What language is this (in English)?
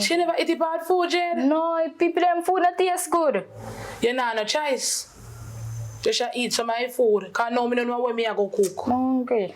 Jamaican Creole English